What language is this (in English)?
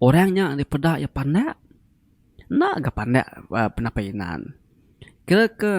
Iban